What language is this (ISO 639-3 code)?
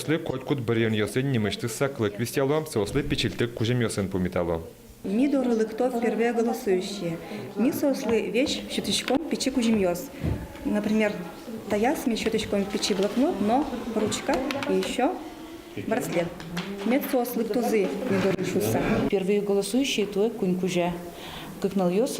udm